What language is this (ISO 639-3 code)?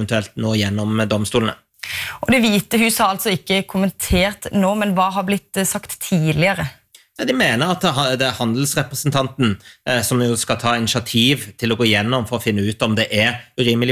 nor